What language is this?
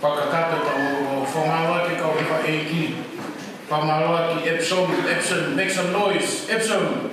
Tongan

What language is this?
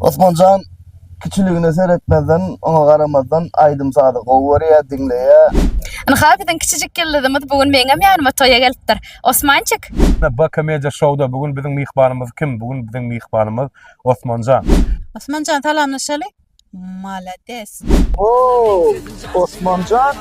Turkmen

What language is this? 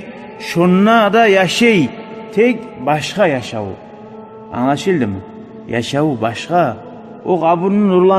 Kumyk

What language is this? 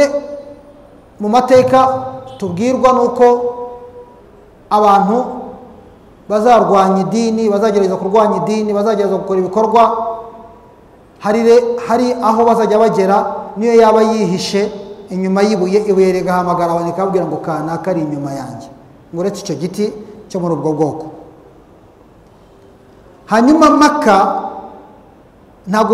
Kinyarwanda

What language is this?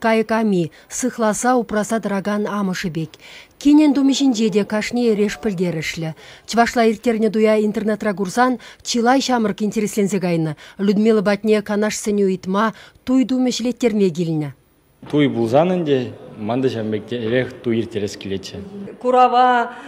Chuvash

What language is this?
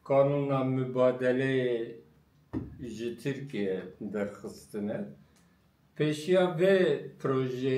Kurdish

